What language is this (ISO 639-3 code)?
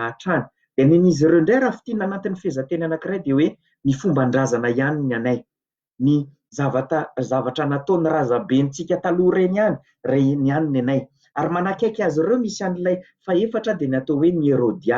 mlg